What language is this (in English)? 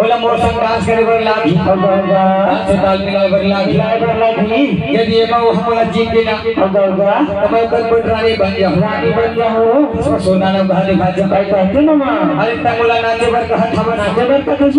Chhattisgarhi